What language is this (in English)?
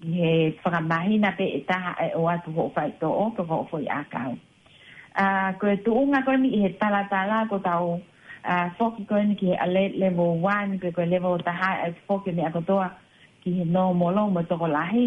Tongan